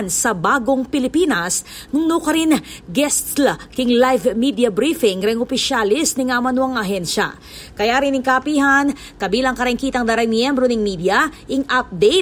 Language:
Pampanga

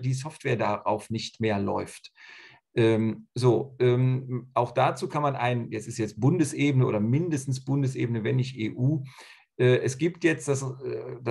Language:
German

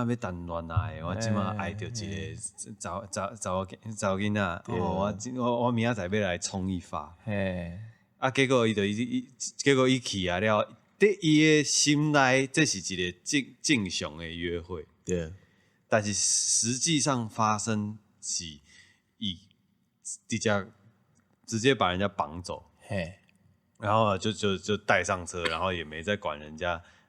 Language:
Min Nan Chinese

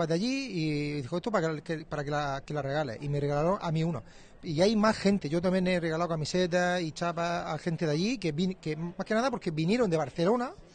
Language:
Spanish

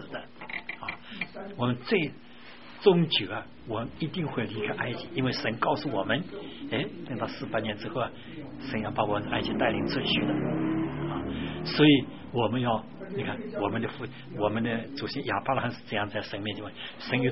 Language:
Chinese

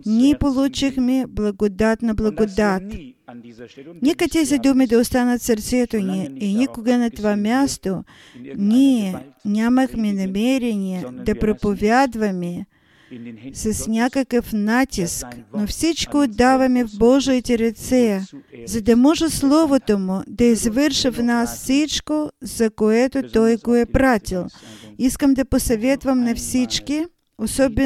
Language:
Bulgarian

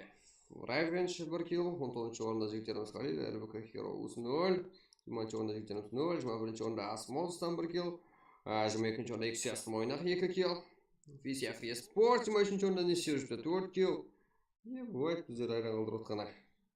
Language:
Kara-Kalpak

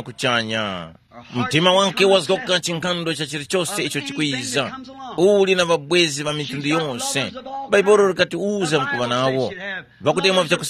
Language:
Tumbuka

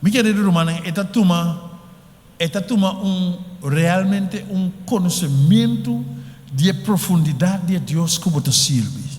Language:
Papiamento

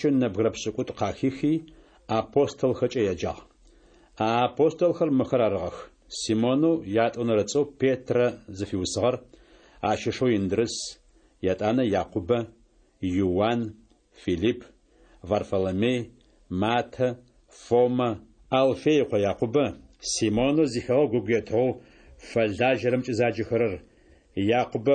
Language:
Adyghe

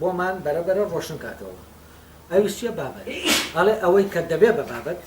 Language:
Central Kurdish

